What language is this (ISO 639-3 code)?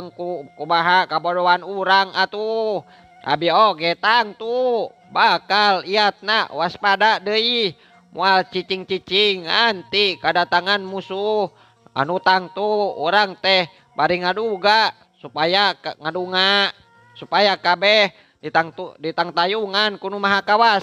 sun